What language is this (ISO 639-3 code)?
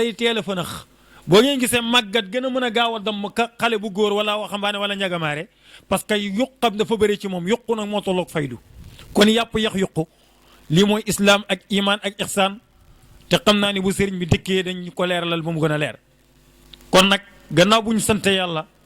wol